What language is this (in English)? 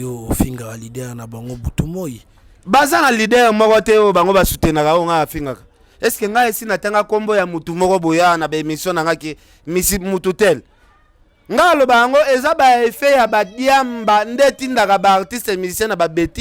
Lingala